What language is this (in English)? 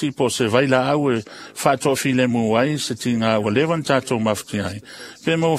Samoan